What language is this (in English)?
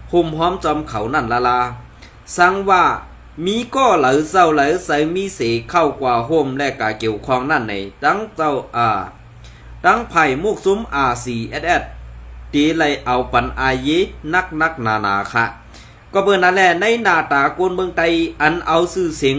Shan